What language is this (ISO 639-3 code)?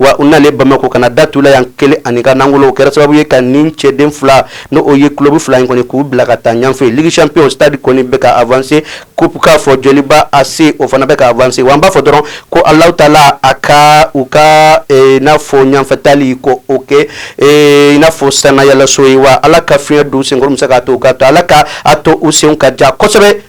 bam